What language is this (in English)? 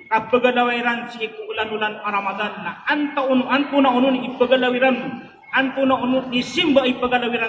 Maranao